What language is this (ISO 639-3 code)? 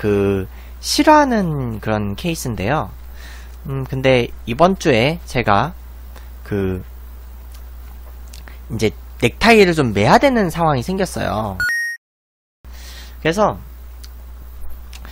kor